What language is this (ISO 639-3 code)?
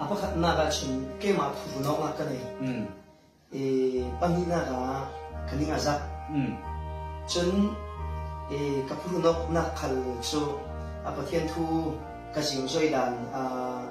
cfm